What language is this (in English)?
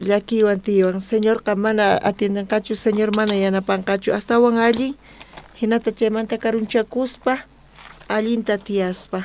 South Bolivian Quechua